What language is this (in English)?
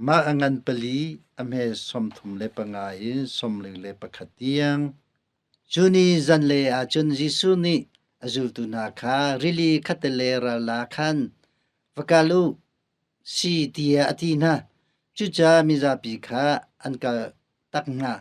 Hakha Chin